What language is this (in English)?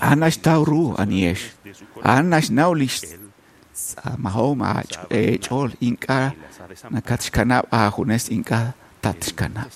Kekchí